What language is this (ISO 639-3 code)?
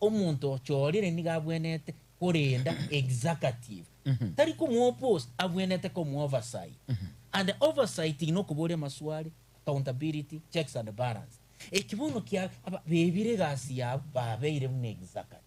guz